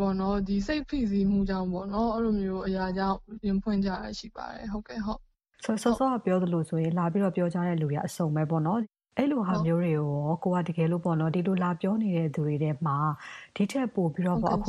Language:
Burmese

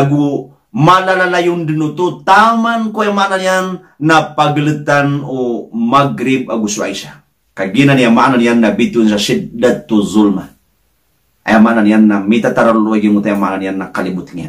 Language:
Maranao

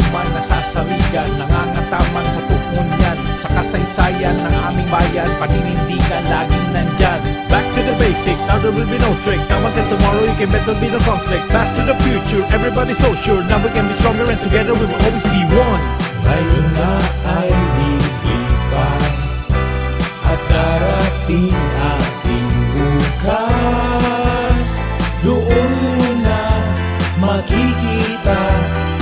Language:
Bikol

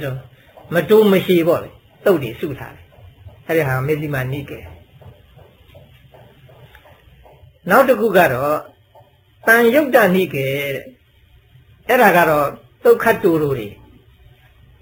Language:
Burmese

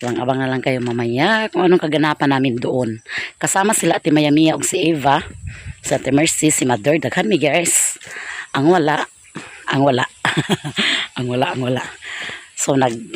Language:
Cebuano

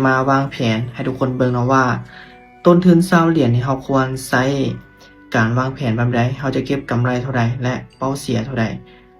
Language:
Lao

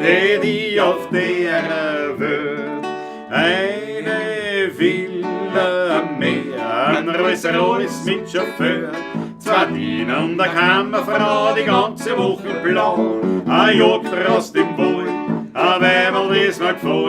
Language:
Bavarian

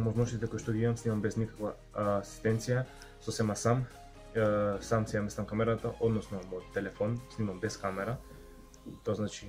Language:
Macedonian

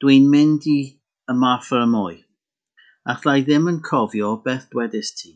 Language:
Welsh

